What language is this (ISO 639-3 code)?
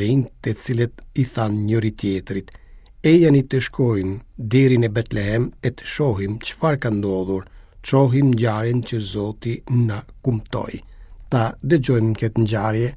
sqi